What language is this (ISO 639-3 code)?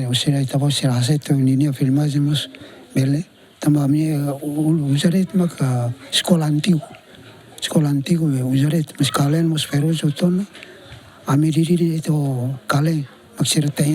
tet